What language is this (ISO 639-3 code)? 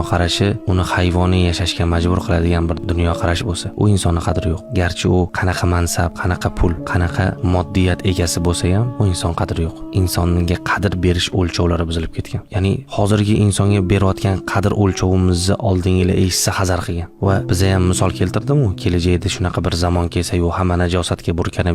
uzb